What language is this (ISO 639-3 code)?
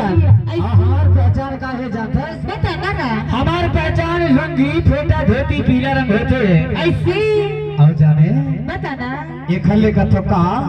hne